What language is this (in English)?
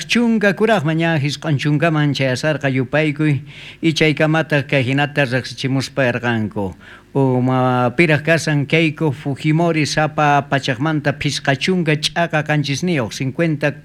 South Bolivian Quechua